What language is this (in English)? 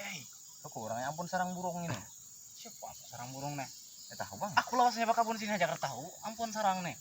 Banjar